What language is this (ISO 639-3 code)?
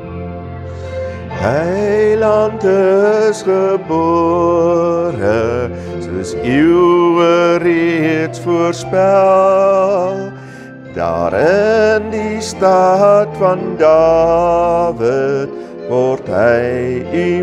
afr